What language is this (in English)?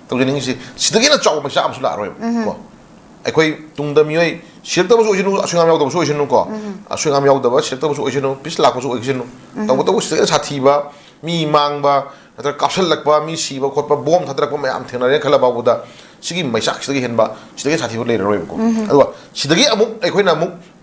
Manipuri